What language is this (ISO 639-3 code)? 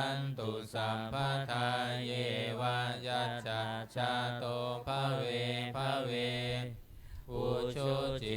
pli